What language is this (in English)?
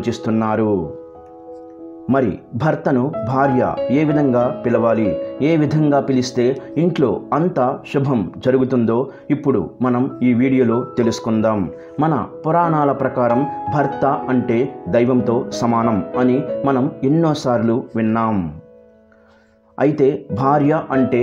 Telugu